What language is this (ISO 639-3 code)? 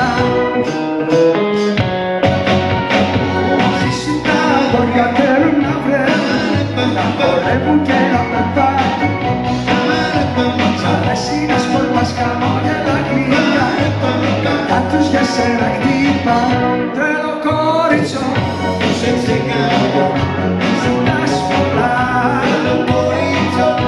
ell